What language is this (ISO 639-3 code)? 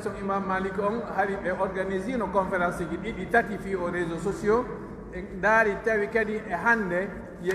fuf